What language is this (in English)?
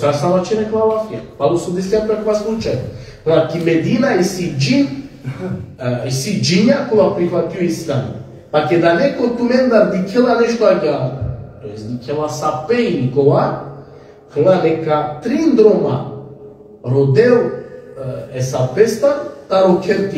Balkan Romani